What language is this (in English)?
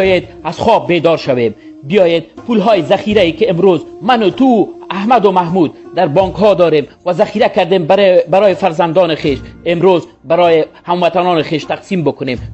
Tajik